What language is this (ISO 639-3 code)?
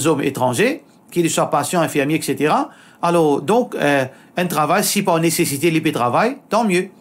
mfe